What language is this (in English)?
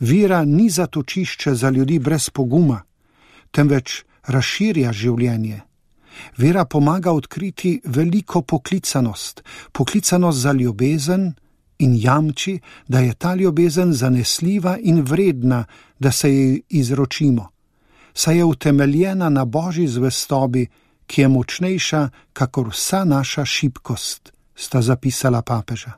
Slovenian